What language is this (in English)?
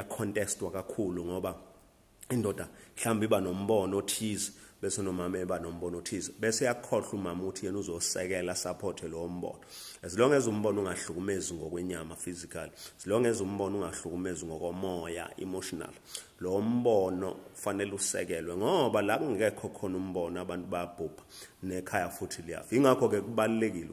Zulu